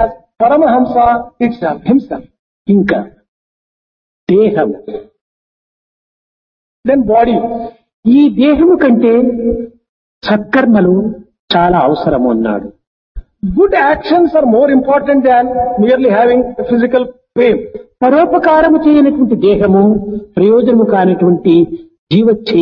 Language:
Telugu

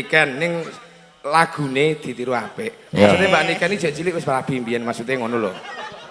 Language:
Javanese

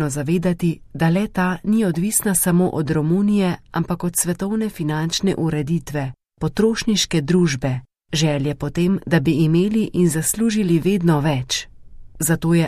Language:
Slovenian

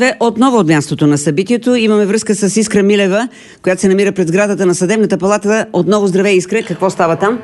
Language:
Bulgarian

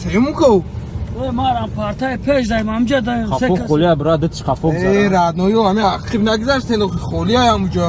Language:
Tajik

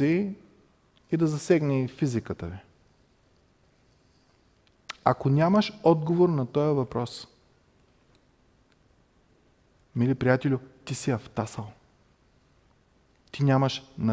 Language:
Bulgarian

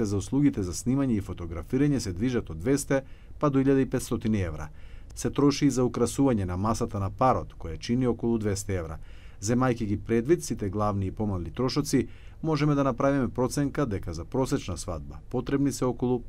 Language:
Macedonian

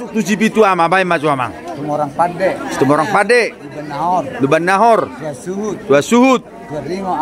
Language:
Batak Toba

